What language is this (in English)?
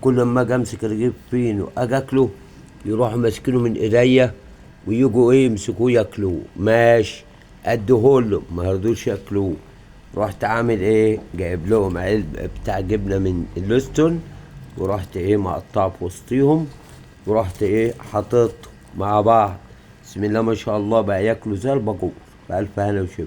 Egyptian Arabic